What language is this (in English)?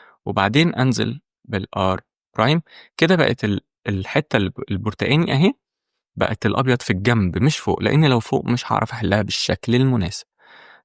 Egyptian Arabic